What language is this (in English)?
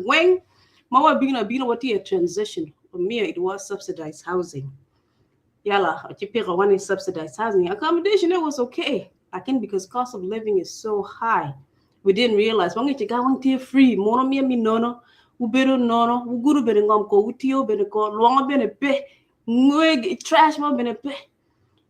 Acoli